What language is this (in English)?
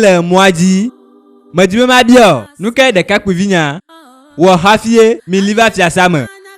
Ewe